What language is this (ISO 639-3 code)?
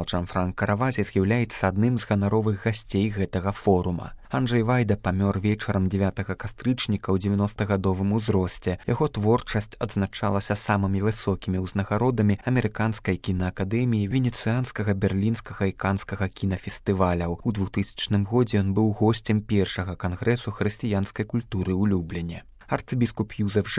bel